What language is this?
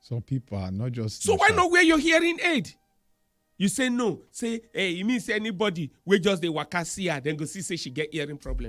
Nigerian Pidgin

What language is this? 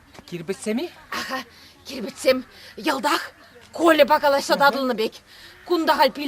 Chuvash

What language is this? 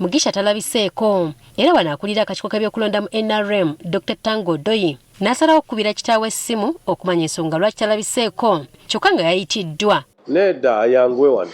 Ganda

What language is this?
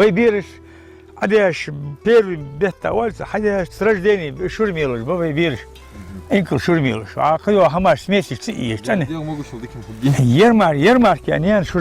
Ingush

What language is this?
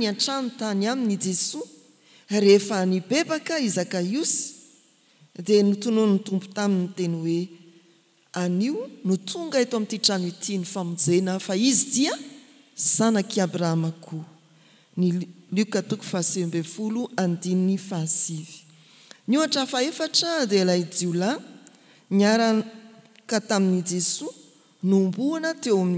Malagasy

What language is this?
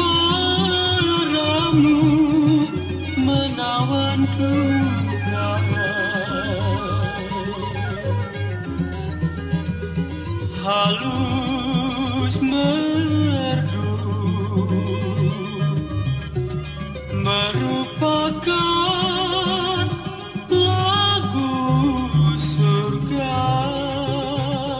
Indonesian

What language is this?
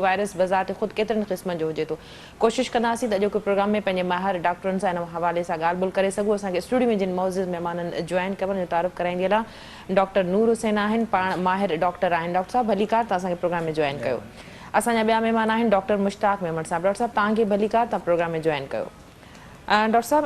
Sindhi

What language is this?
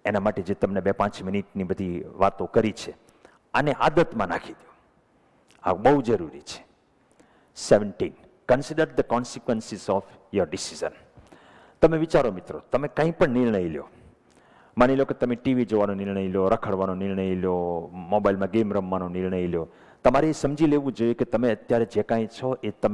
Gujarati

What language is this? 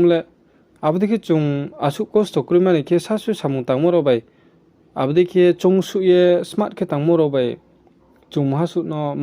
Riang (India)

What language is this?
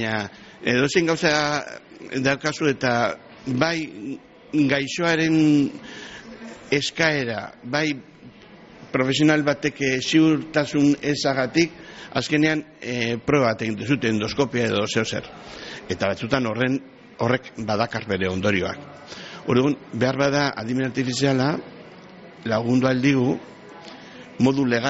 Basque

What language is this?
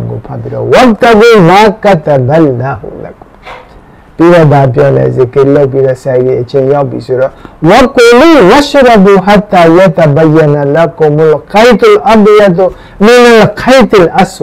Burmese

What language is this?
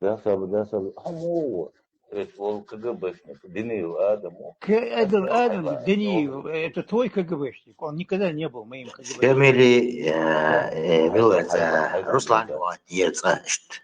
Chechen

